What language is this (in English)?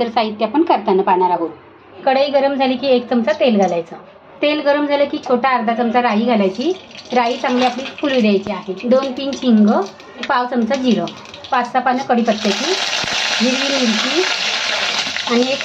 Marathi